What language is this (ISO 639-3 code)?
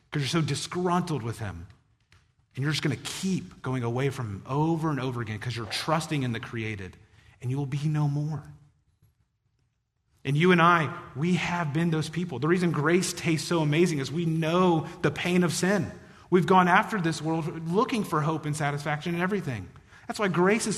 eng